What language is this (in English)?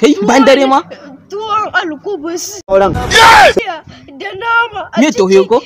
Hausa